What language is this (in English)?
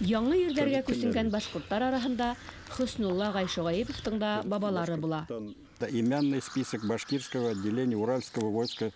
Bashkir